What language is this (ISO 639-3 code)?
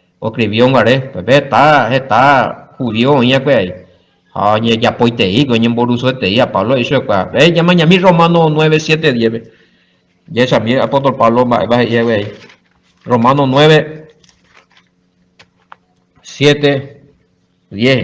grn